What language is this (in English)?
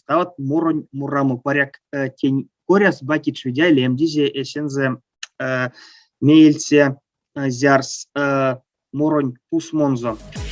Erzya